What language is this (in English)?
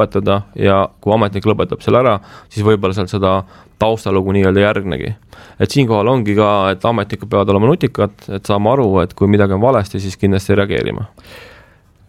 Estonian